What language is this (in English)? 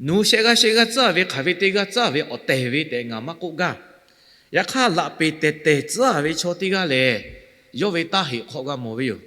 Lahu